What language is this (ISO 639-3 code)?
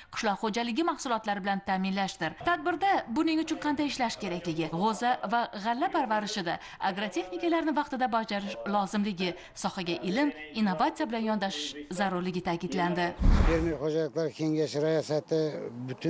uzb